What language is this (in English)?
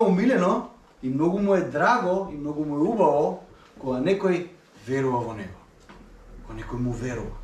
Macedonian